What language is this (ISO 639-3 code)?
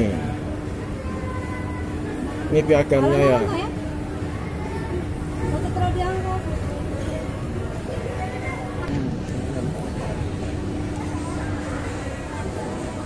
ind